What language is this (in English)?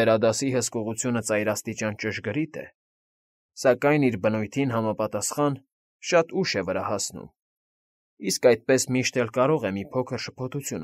Armenian